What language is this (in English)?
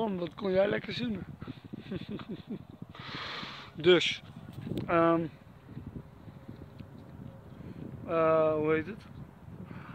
Dutch